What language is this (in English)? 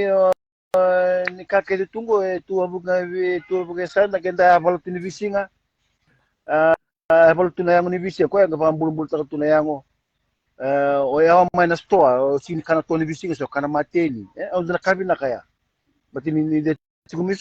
Fijian